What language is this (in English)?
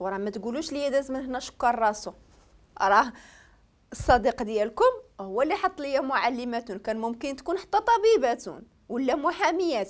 Moroccan Arabic